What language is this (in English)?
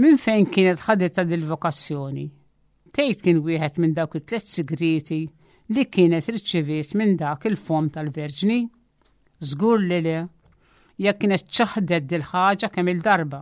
Maltese